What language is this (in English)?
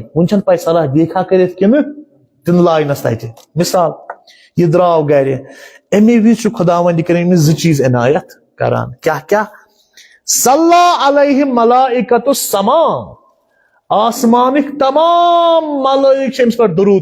Kashmiri